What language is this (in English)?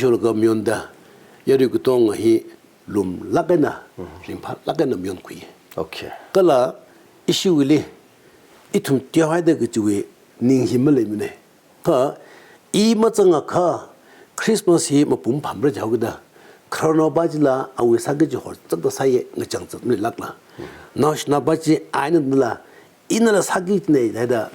Tangkhul Naga (India)